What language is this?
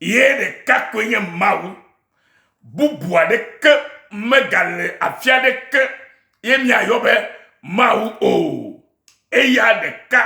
Ewe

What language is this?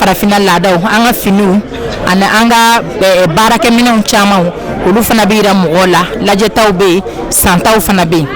Bambara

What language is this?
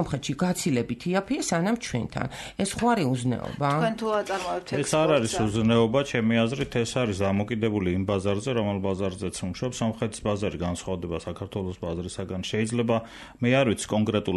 Georgian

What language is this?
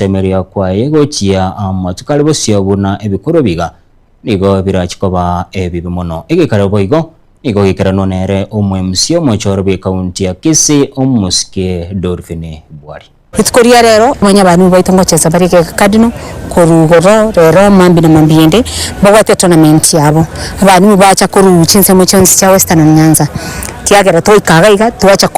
Gusii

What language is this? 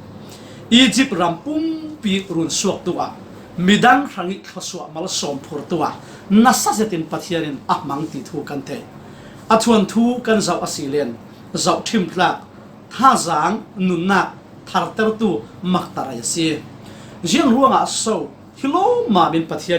Falam Chin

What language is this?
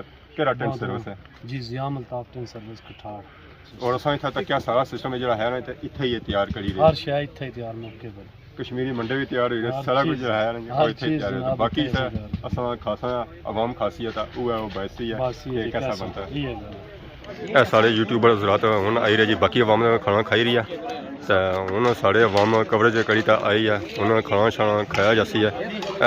Pahari-Potwari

